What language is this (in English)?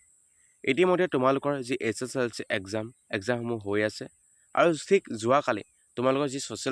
Assamese